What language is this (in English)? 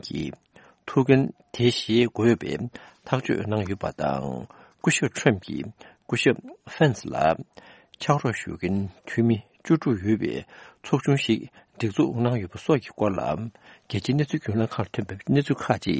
Tibetan